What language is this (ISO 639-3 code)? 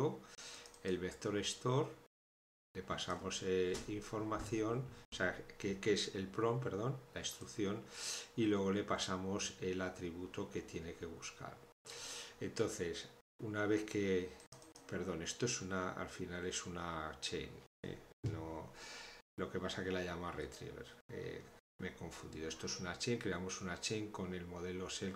spa